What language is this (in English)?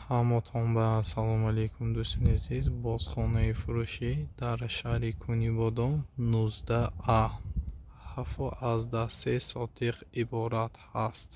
Tajik